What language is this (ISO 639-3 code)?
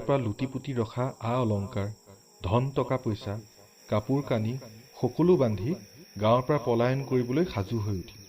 asm